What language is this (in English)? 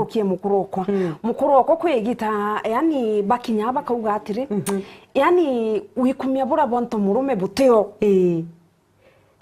Meru